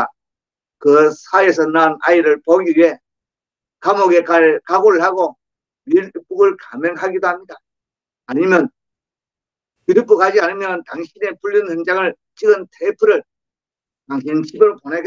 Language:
Korean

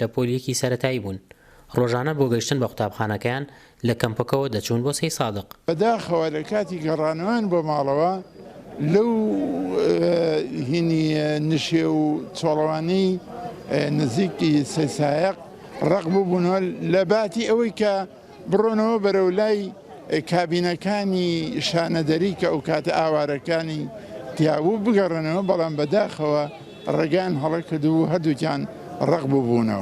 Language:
Central Kurdish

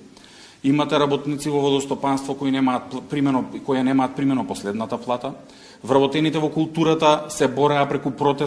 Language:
Macedonian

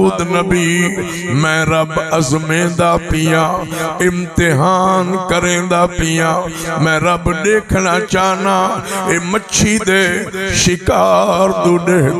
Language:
Saraiki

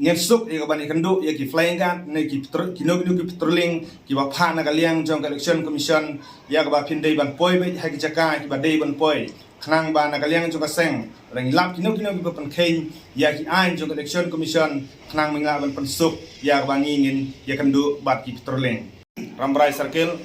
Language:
Khasi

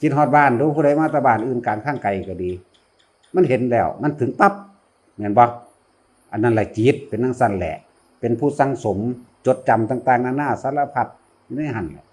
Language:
Northeastern Thai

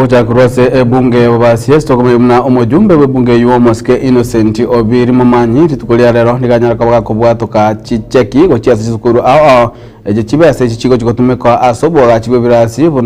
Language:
Gusii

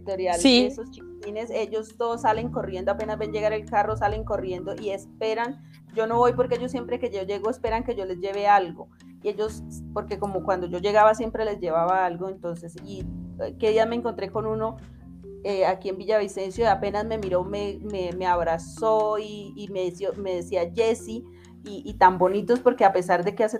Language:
Spanish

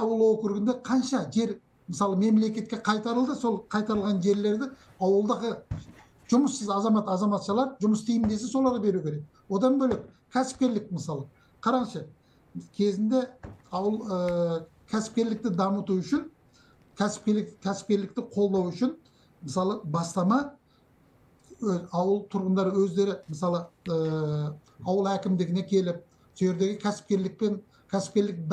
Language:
Kazakh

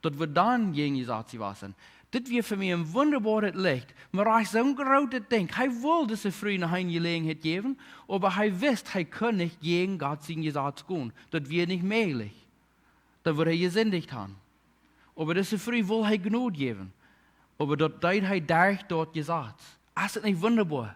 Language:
Plautdietsch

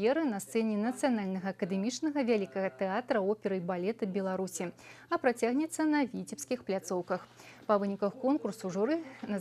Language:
Belarusian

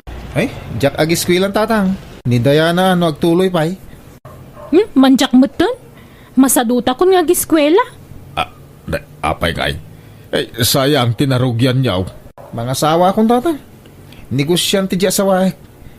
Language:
Iloko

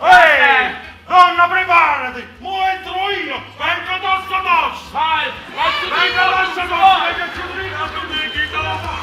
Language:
Neapolitan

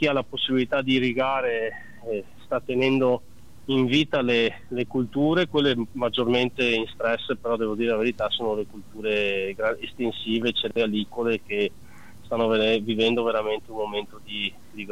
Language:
Italian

